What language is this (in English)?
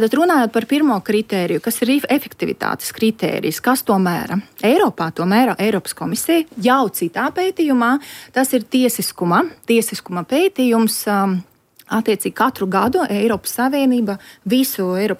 Latvian